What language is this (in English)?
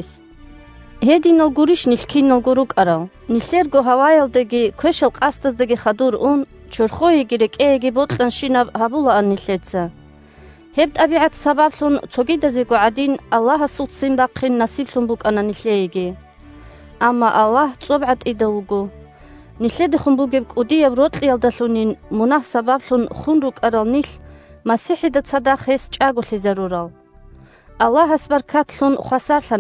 Avaric